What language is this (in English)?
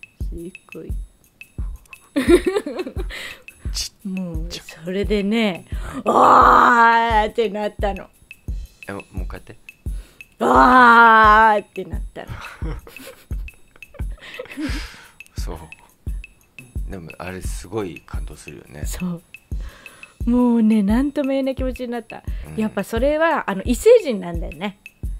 Japanese